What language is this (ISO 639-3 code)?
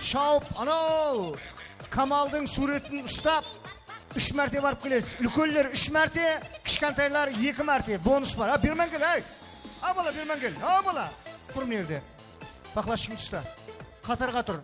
kaa